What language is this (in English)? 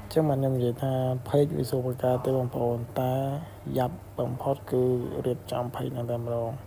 Khmer